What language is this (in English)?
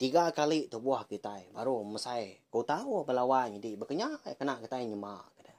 Iban